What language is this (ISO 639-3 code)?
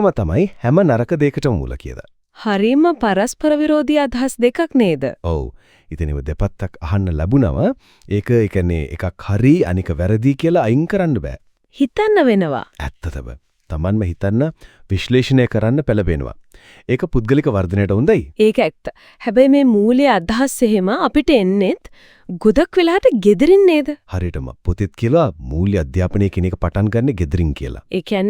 sin